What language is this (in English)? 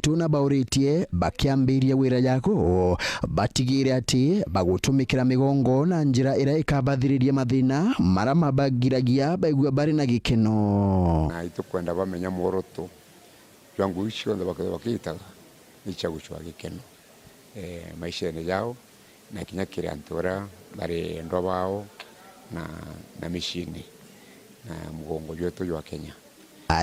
Meru